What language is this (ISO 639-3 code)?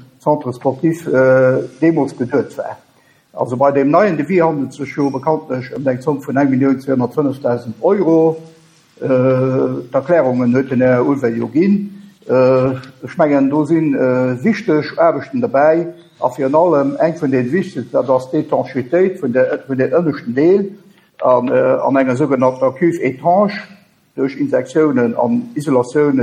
ltz